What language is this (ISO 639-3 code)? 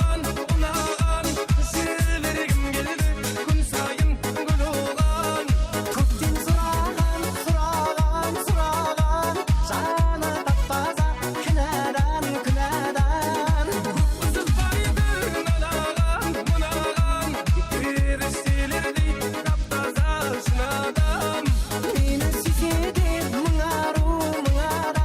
kaa